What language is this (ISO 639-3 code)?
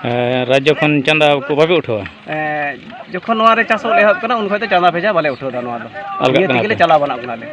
sat